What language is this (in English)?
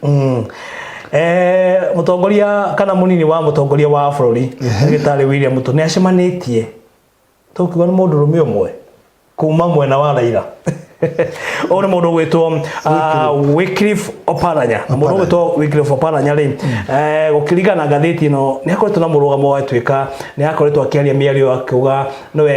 Kikuyu